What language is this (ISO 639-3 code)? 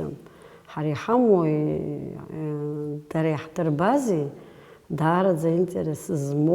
abk